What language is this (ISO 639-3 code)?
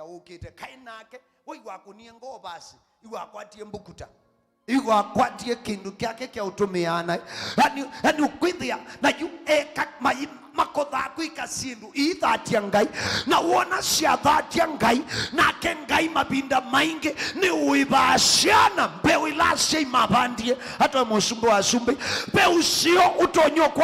kam